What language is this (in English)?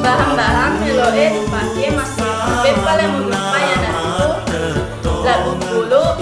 Buginese